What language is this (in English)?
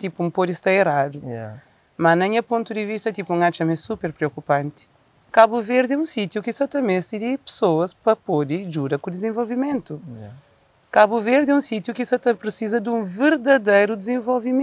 Kabuverdianu